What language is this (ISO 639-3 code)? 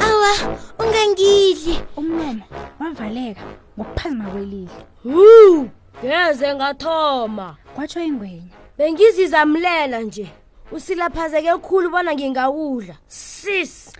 nbl